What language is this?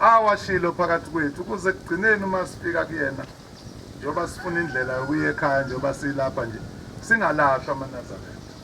Zulu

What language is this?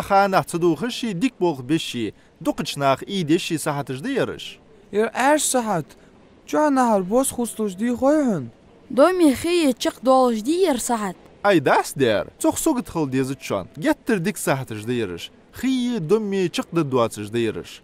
Ingush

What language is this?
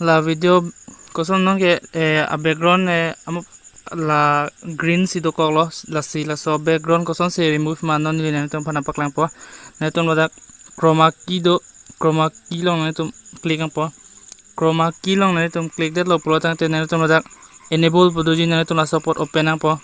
Karbi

